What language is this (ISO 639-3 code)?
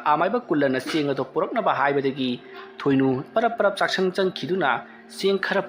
mni